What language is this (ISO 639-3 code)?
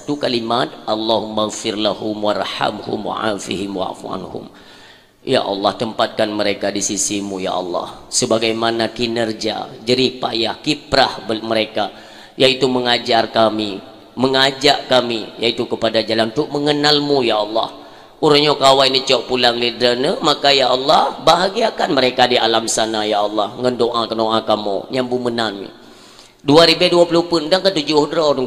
ace